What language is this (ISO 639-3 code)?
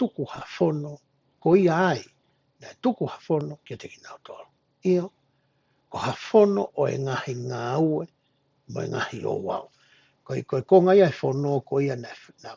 ton